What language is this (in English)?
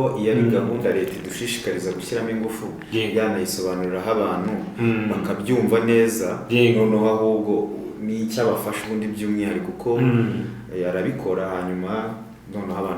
Kinyarwanda